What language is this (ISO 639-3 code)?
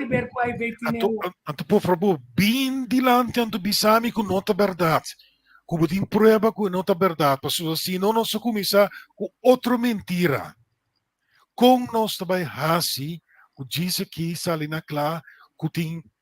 pap